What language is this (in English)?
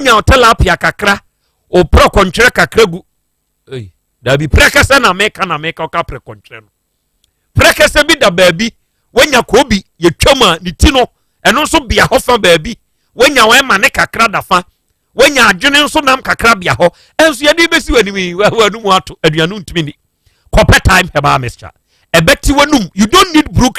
Akan